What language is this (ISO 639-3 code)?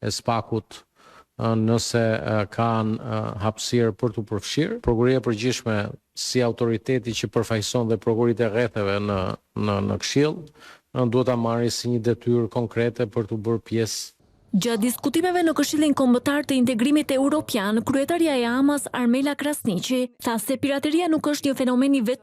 sqi